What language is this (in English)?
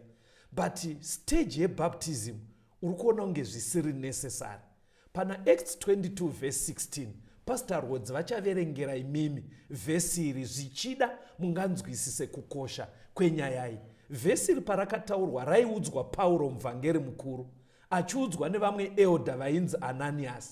Shona